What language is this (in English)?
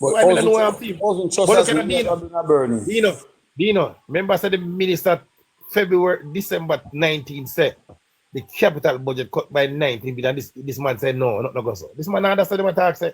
Jamaican Creole English